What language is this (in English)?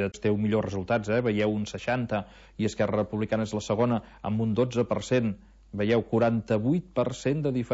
Catalan